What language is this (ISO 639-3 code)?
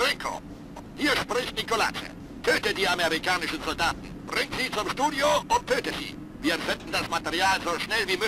bar